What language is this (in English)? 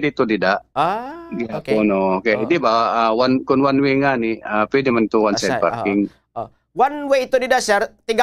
Waray